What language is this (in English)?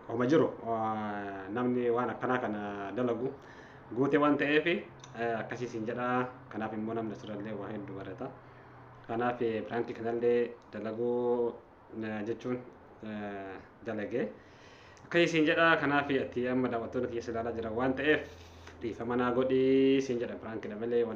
Oromo